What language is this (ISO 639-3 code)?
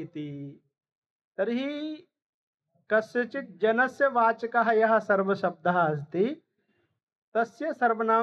san